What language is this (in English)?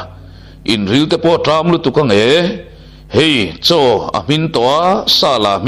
Mizo